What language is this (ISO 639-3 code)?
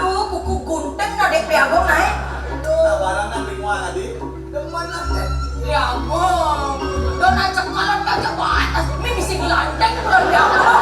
ban